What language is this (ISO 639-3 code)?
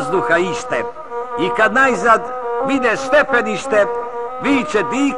srp